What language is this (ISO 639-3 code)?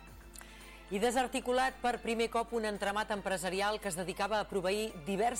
cat